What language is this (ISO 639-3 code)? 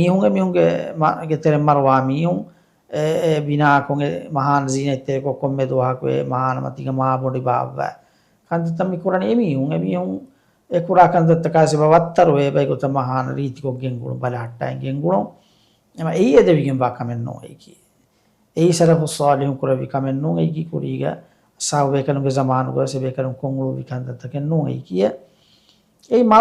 div